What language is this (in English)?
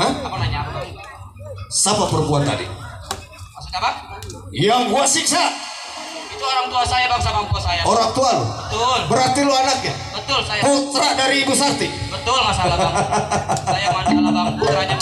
Betawi